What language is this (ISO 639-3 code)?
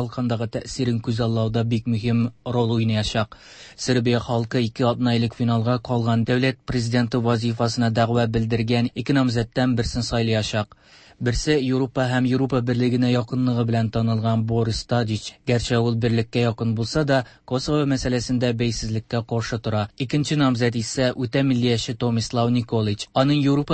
tat